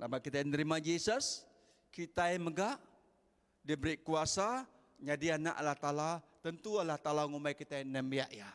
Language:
Iban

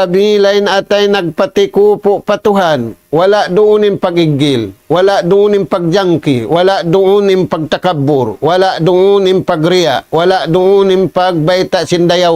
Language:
Tausug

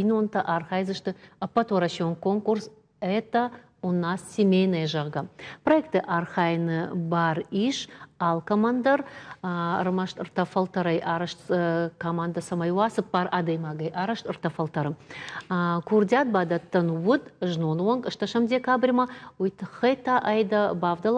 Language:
Ossetic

